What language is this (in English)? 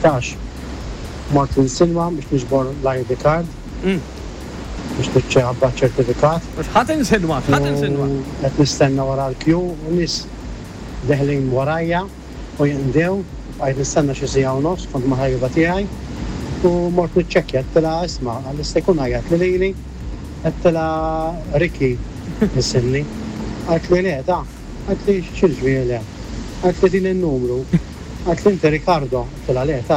Maltese